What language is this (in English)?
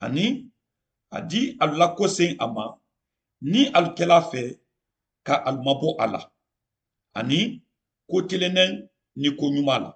Mandingo